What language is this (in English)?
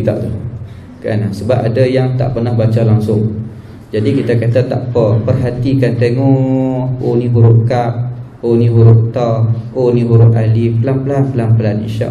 Malay